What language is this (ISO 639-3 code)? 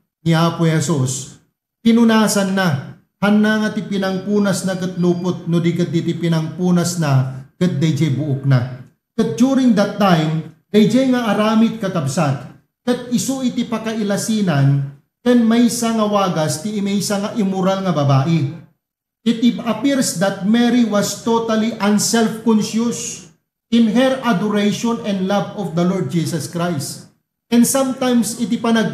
ilo